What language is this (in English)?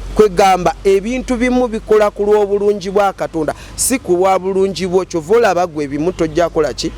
Ganda